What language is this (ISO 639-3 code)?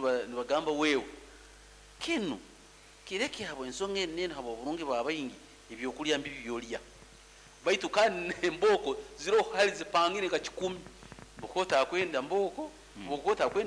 nyo